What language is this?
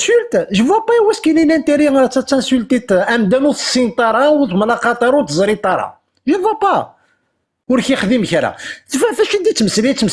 Kabyle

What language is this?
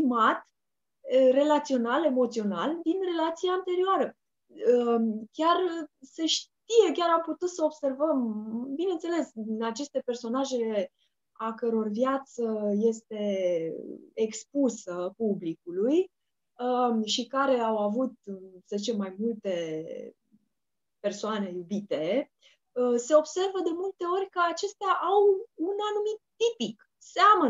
Romanian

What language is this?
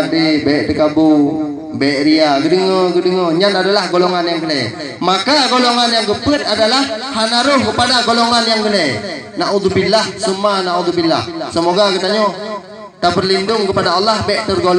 Achinese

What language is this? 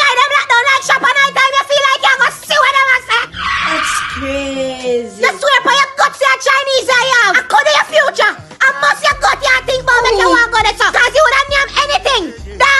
Jamaican Creole English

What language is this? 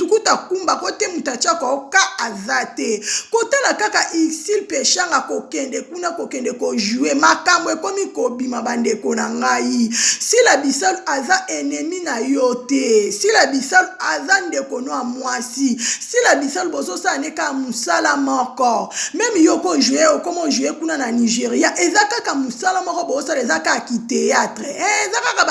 Lingala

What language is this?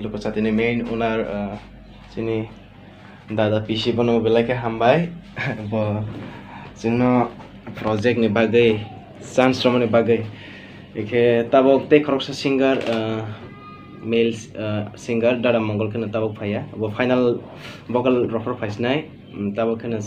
Kok Borok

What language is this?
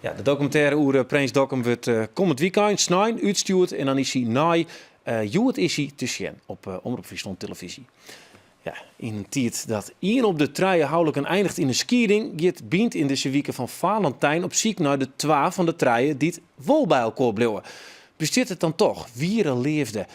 Western Frisian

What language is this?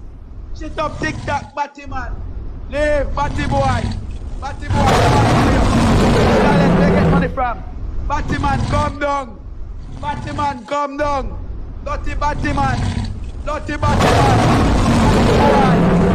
Jamaican Creole English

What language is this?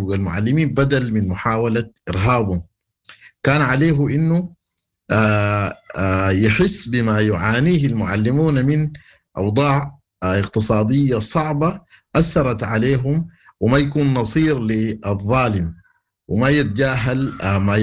Sudanese Arabic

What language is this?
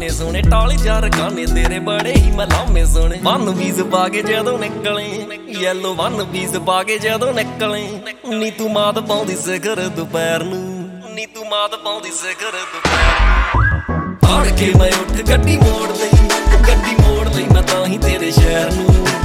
Punjabi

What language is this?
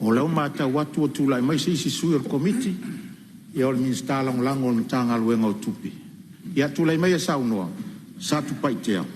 Samoan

